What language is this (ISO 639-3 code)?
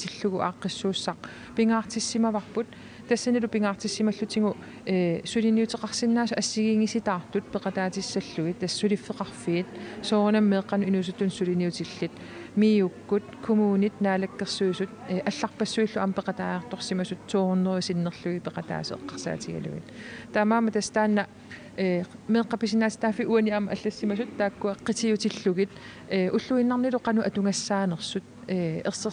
kal